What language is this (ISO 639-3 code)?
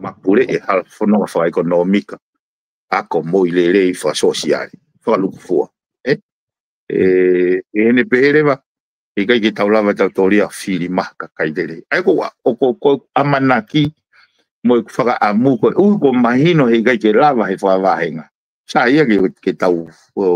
ton